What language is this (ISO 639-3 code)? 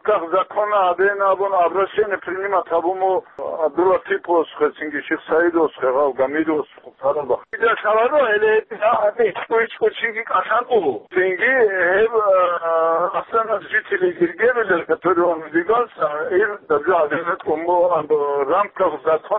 ava